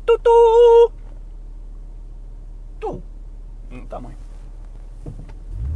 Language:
Polish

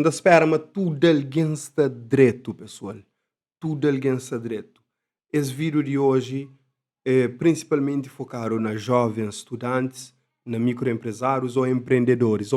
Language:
Kabuverdianu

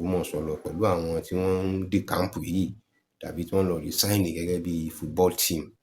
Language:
Yoruba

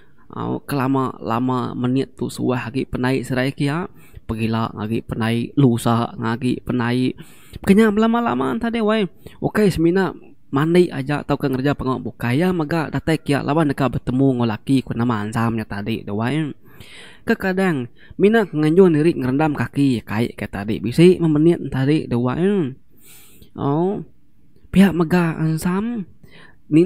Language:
Iban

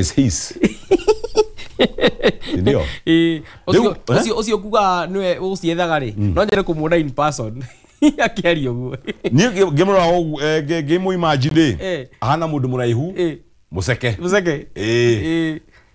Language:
Kikuyu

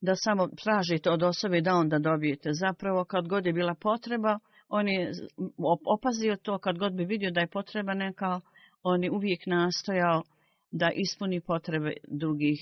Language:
Bosnian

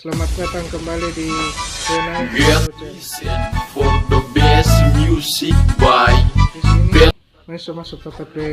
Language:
Manado Malay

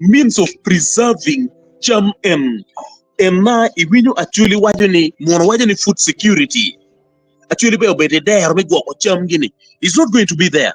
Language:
Acoli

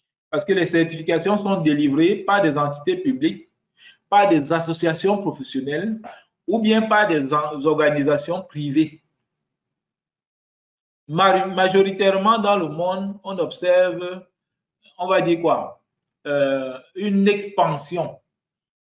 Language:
French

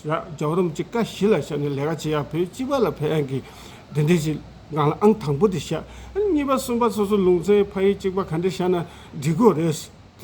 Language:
Tibetan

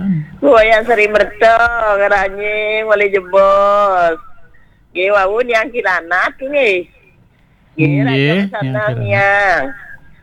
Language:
Balinese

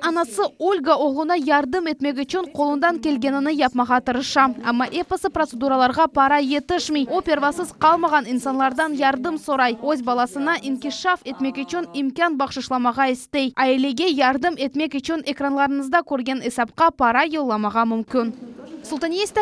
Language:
Crimean Tatar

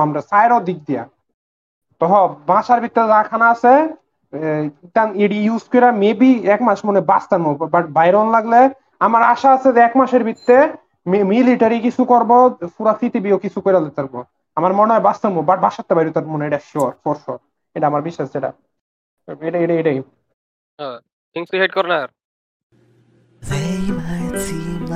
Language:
Bangla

